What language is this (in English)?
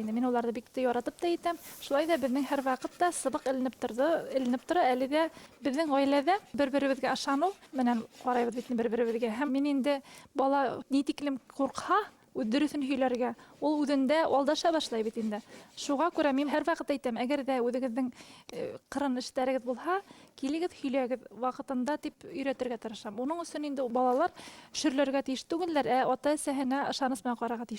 Bashkir